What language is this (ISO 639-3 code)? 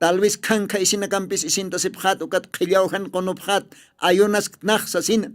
aym